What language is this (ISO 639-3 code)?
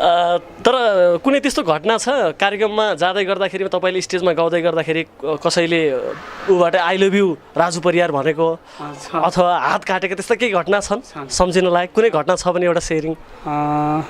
nep